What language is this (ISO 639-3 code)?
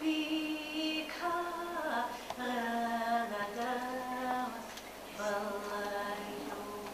bak